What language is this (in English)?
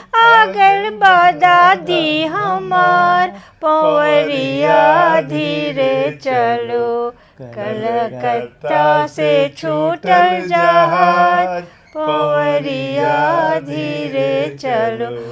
Bhojpuri